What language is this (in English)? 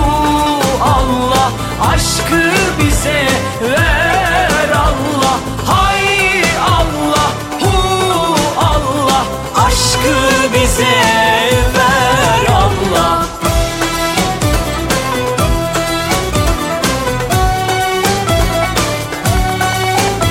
Turkish